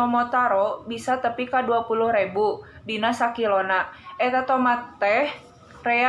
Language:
Sundanese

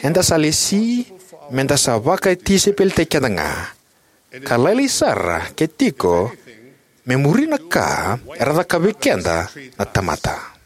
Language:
Fijian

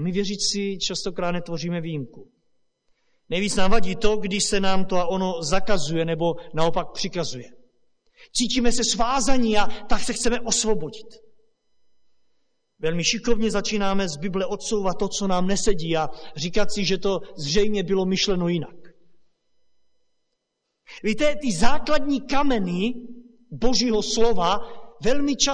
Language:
Czech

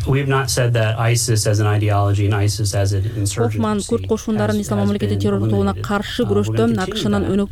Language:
Kyrgyz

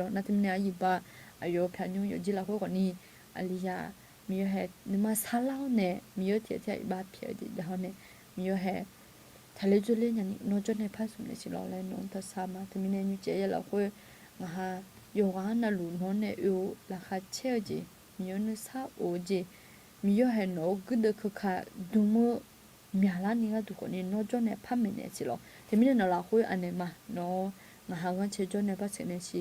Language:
Akha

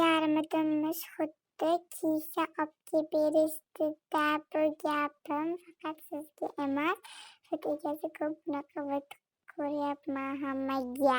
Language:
Uzbek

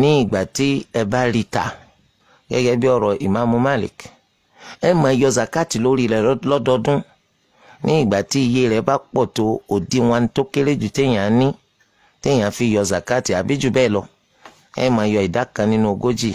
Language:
Yoruba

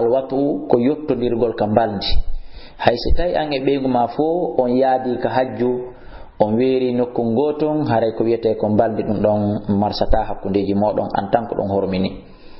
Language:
Fula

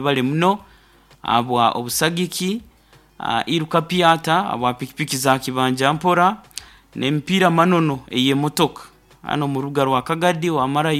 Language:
Nyoro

